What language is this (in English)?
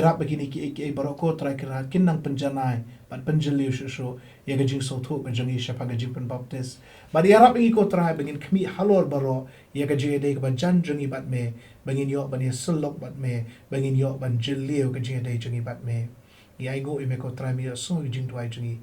Khasi